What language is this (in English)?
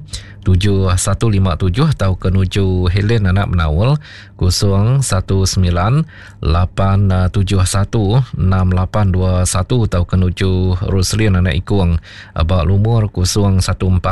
Iban